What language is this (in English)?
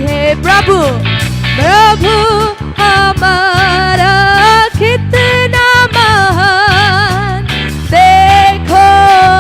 Naga Pidgin